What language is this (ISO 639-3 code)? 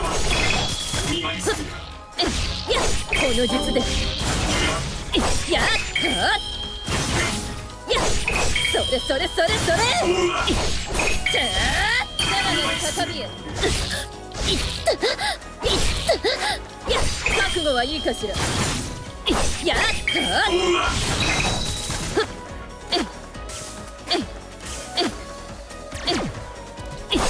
jpn